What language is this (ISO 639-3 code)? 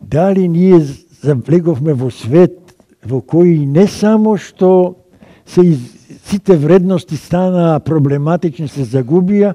mkd